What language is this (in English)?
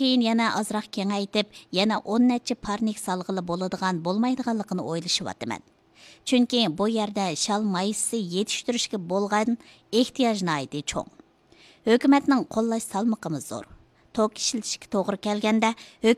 Uyghur